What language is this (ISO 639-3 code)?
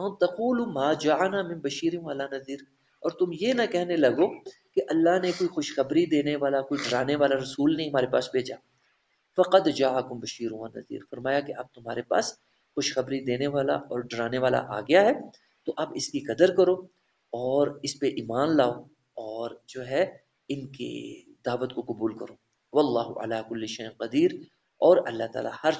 urd